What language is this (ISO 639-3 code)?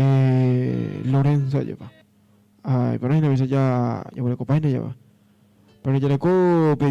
grn